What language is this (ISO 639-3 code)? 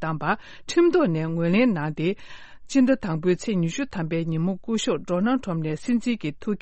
bod